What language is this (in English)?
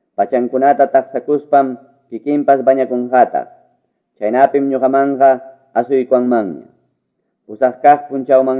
Quechua